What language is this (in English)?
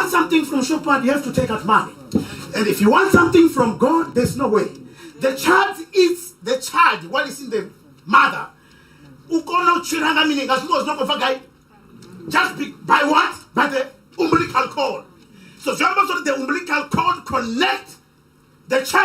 Venda